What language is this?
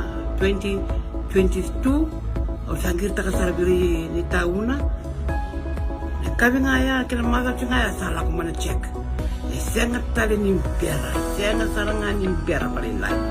Fijian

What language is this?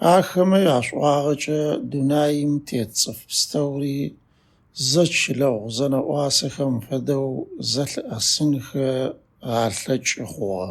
Adyghe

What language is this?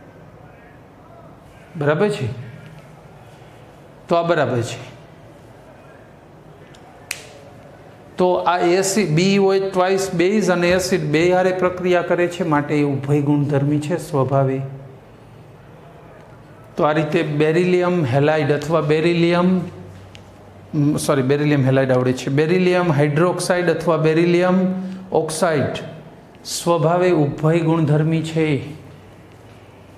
Gujarati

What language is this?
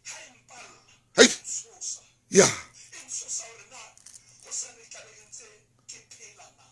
Southern Sotho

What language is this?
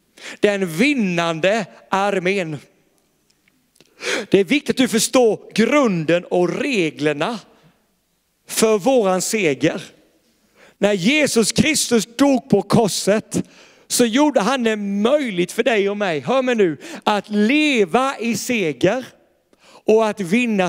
Swedish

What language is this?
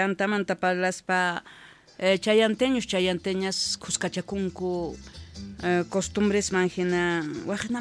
South Bolivian Quechua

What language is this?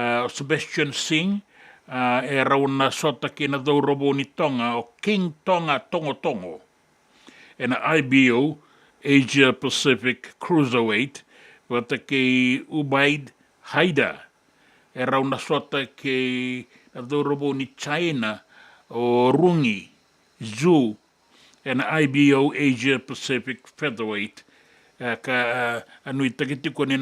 Fijian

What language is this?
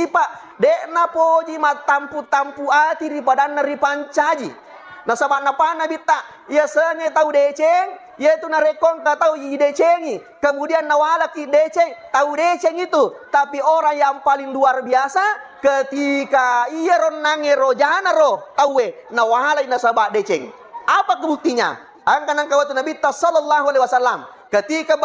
Buginese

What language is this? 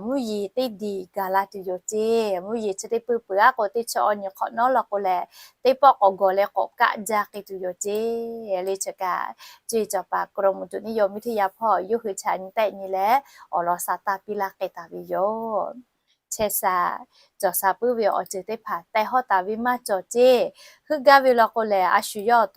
Lahu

